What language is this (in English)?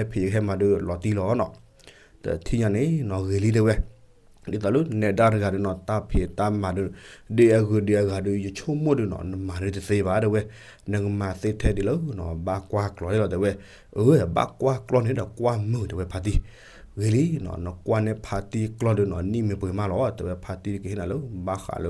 S'gaw Karen